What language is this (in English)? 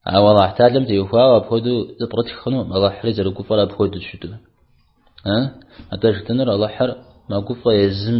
Kabardian